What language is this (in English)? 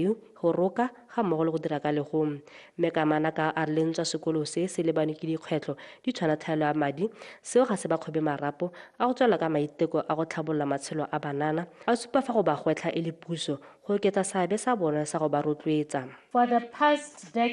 Tswana